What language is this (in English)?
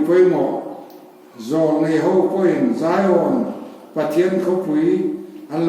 Mizo